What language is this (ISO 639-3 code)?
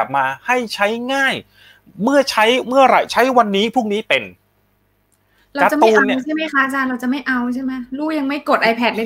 tha